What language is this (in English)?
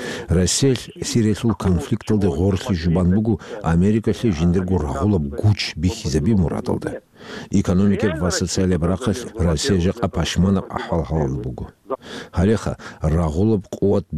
Avaric